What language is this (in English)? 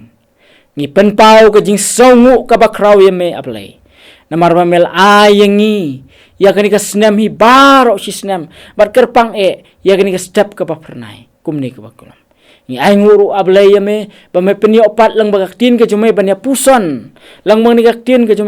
Khasi